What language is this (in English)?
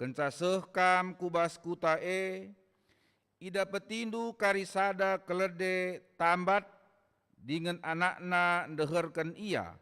Batak Karo